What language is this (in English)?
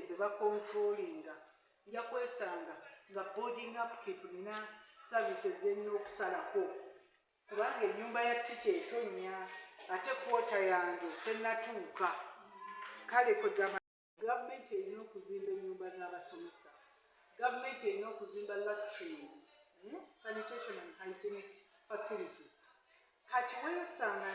Ganda